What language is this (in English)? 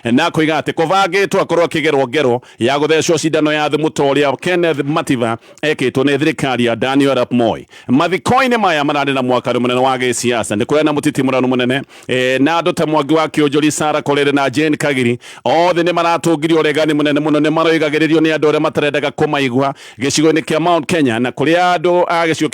Kikuyu